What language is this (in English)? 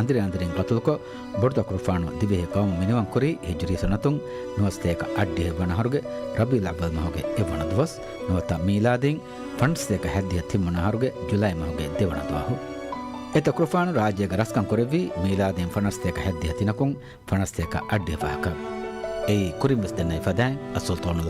Divehi